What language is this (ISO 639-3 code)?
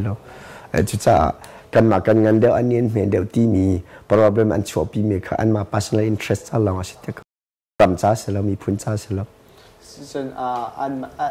cnh